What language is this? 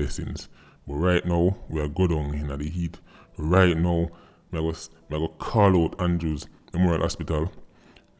Jamaican Creole English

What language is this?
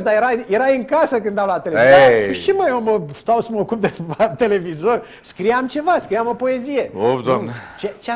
Romanian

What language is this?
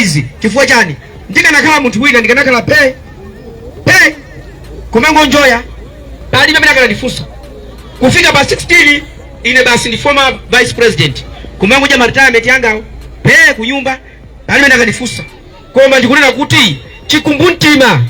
Nyanja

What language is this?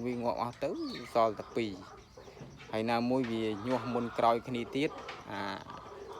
Khmer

